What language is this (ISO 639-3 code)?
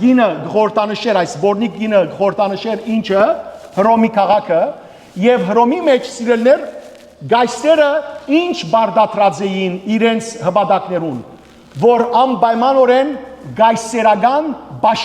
hyw